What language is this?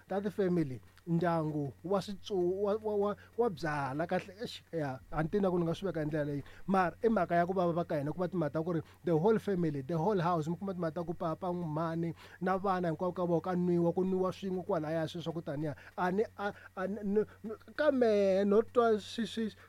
Tsonga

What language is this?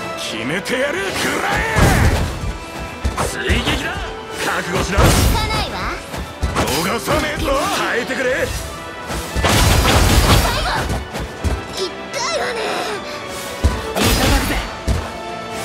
Japanese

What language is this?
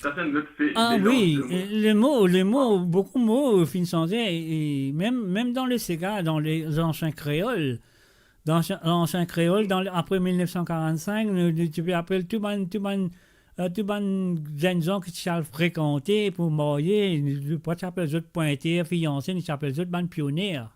Morisyen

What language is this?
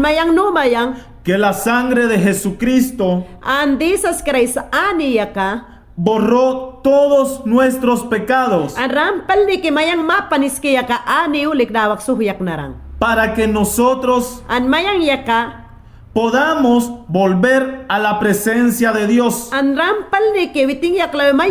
Mayangna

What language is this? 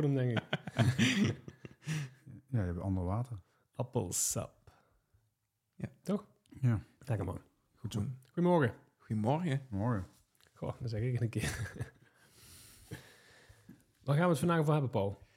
Dutch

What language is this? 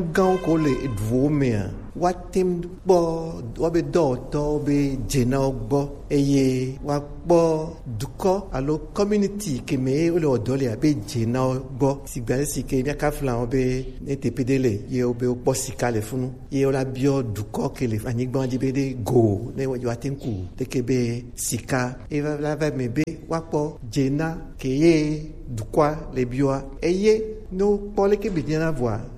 Gen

